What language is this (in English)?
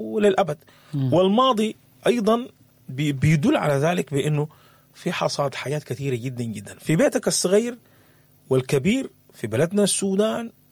Sudanese Arabic